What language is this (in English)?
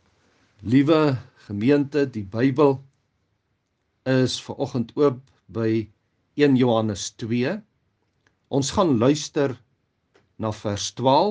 Afrikaans